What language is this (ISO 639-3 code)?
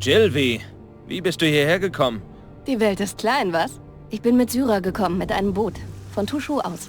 bar